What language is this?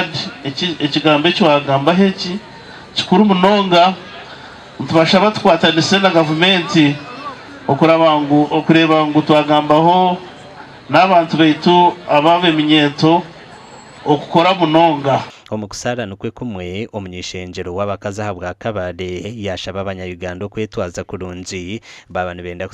Nyankole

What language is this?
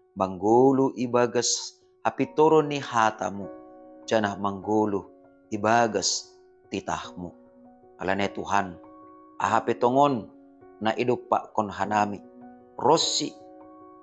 Batak Simalungun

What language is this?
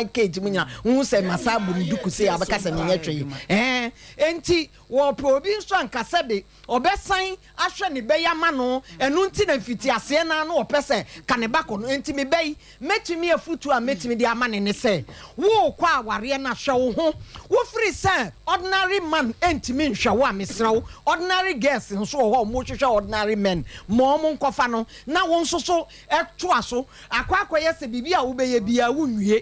Akan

